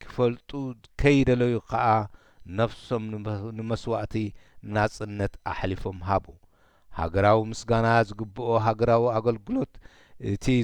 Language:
Tigrinya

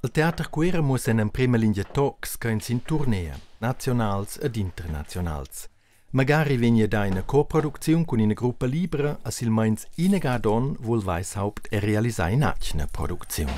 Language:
Romansh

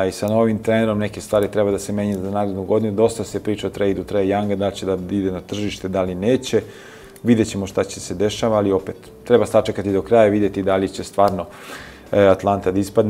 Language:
Serbian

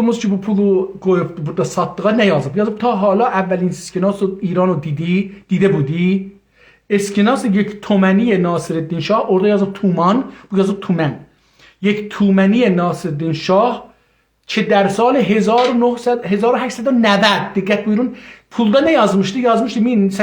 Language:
South Azerbaijani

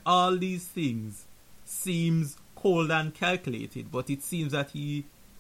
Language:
English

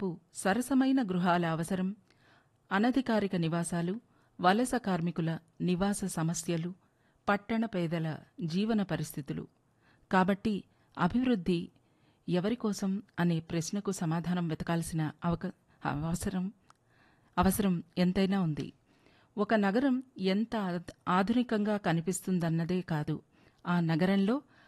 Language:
Telugu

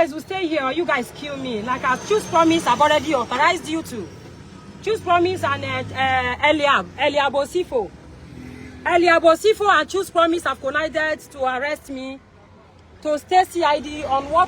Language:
Nigerian Pidgin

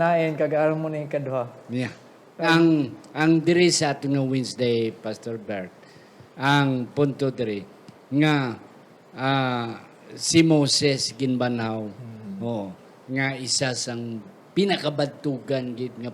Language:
Hiligaynon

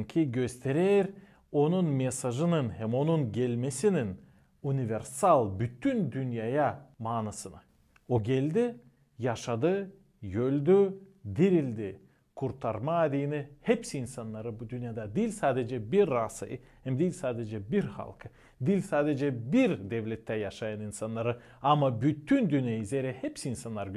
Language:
Gagauz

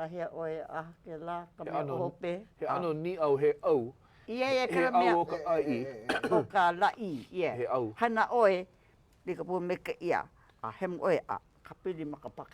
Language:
Hawaiian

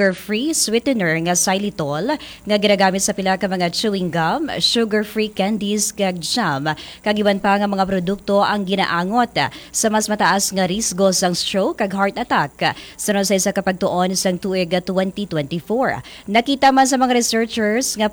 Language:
Hiligaynon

